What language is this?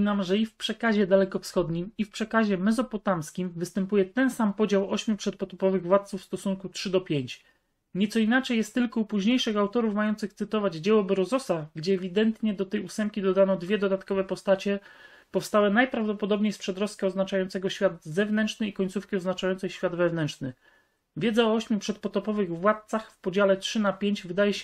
Polish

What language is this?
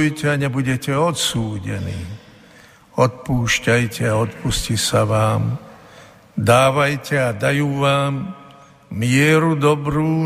Slovak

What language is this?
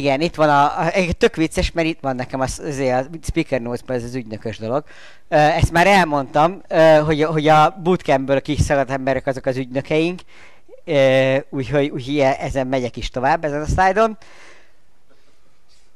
Hungarian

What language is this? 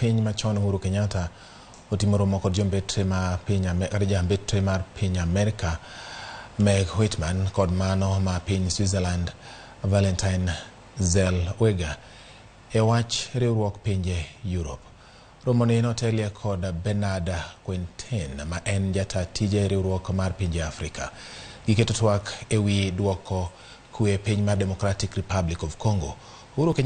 Luo (Kenya and Tanzania)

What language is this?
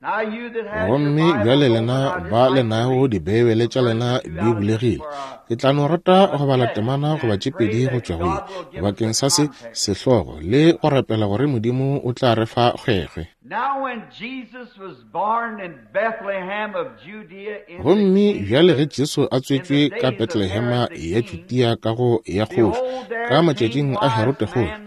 Northern Sotho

